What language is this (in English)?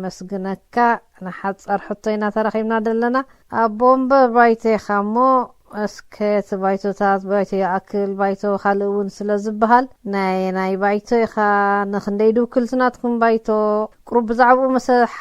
Tigrinya